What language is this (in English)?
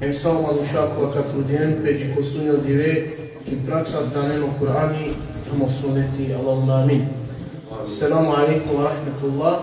Balkan Romani